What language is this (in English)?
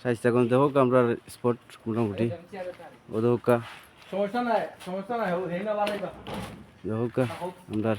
Sylheti